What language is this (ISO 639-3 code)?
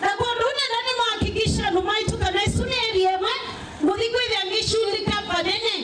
kam